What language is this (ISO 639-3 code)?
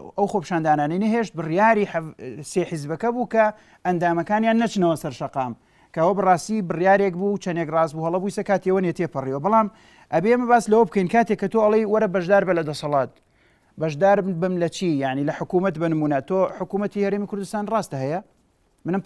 ckb